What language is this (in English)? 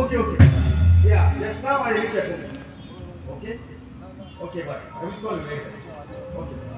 Konkani